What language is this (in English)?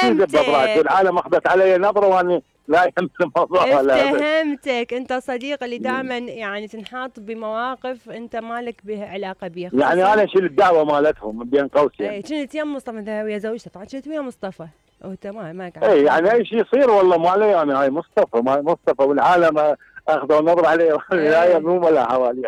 Mesopotamian Arabic